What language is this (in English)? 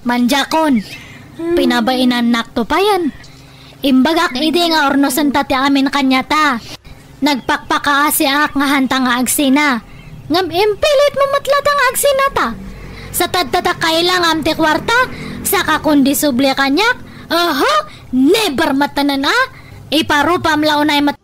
Iloko